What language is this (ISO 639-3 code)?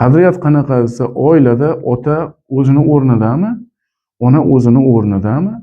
uzb